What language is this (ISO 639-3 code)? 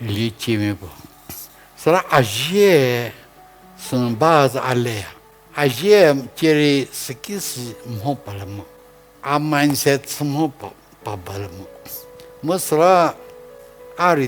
njm